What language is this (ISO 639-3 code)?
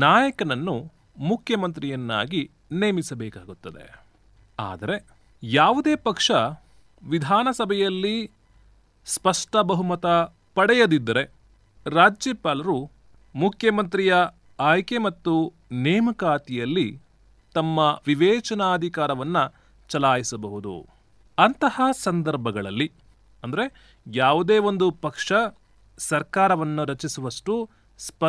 kan